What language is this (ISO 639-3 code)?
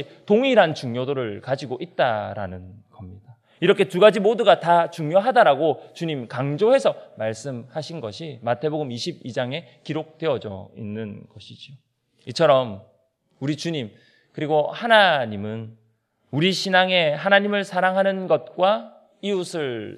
kor